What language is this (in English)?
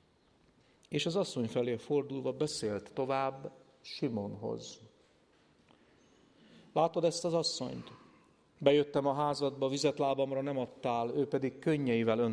Hungarian